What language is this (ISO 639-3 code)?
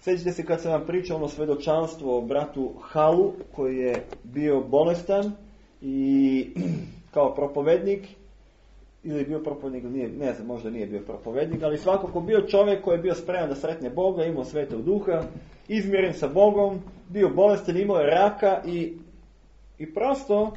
srp